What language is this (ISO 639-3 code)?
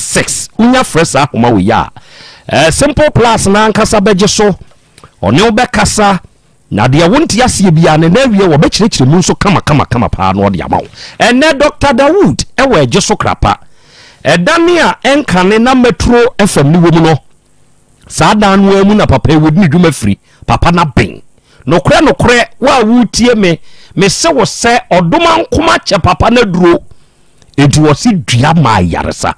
aka